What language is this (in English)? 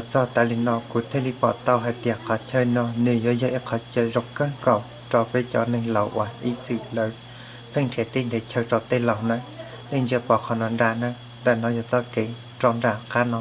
Hmong